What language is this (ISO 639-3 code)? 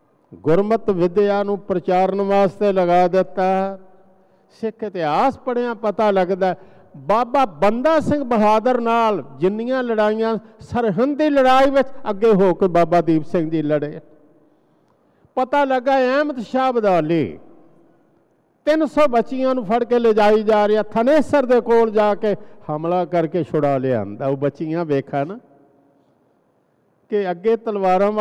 pan